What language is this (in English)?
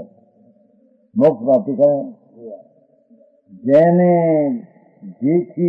Gujarati